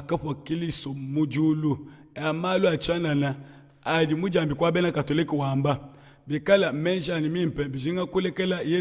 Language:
Luba-Lulua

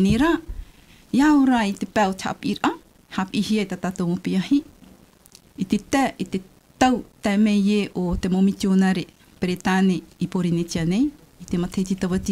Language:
Tahitian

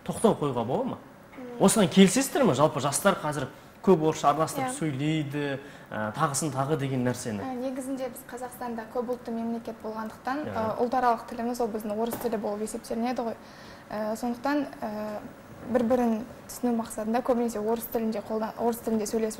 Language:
Kazakh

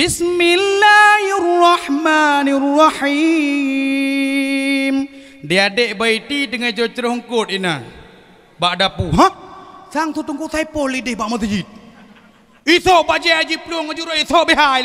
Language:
Achinese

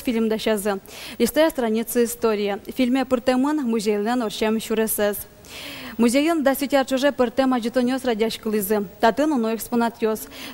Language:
Udmurt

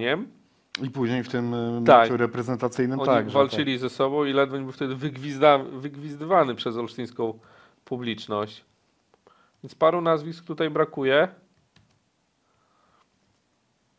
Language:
Polish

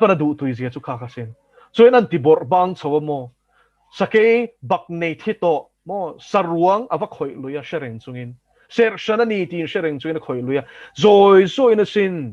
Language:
Mizo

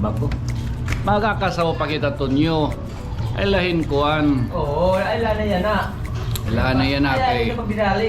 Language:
Waray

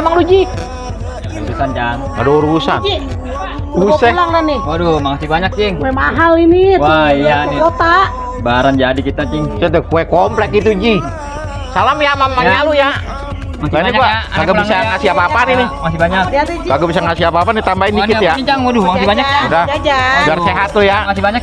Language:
Betawi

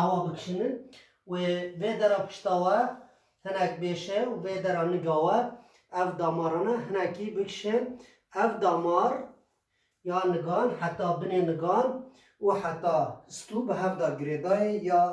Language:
Kurdish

